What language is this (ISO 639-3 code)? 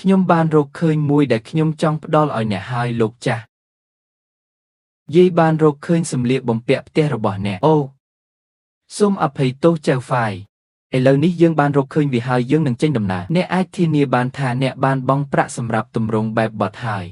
khm